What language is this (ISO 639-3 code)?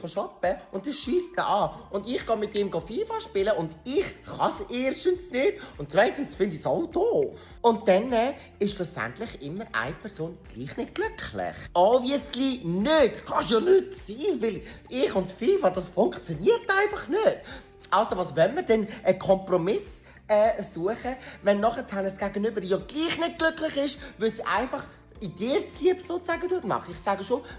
gsw